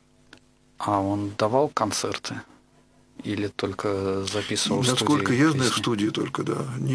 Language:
Russian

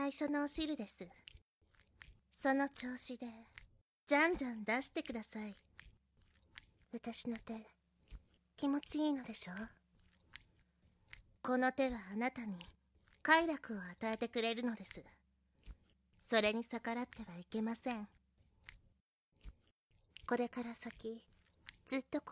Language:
Japanese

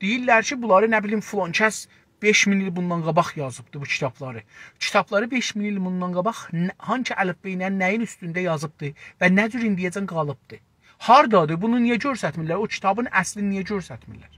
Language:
South Azerbaijani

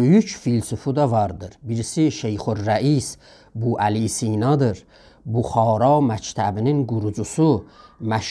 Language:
South Azerbaijani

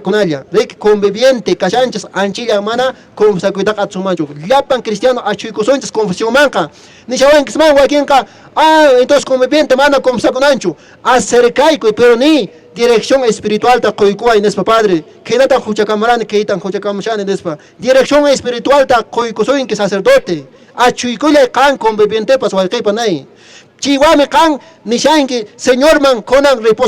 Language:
Quechua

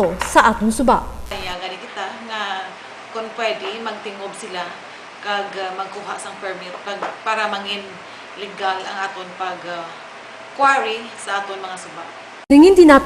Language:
Hiligaynon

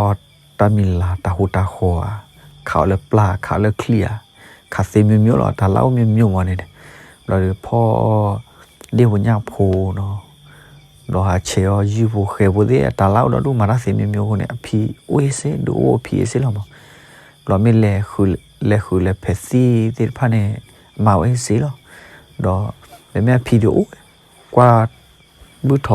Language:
S'gaw Karen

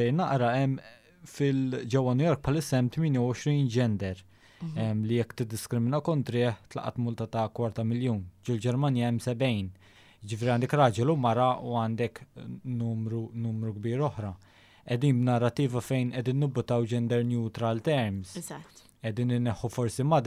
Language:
Maltese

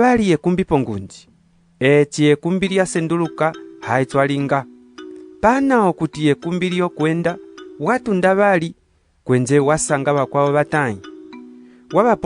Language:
Umbundu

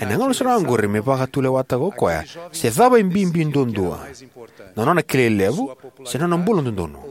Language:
Fijian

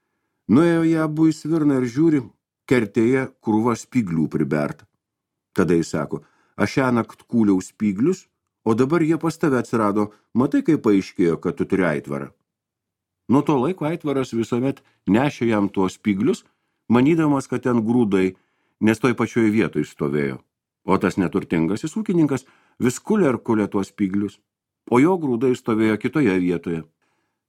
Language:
Lithuanian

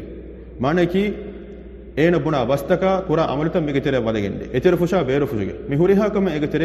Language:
Divehi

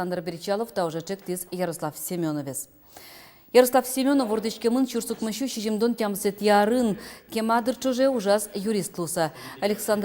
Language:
Udmurt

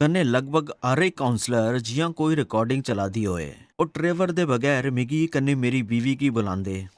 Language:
Dogri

